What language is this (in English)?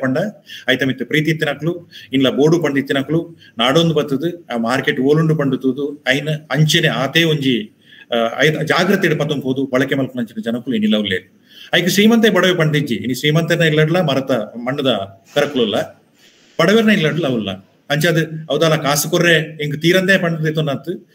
Tulu